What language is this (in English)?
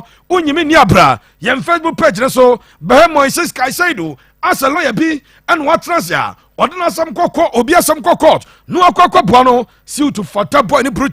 Akan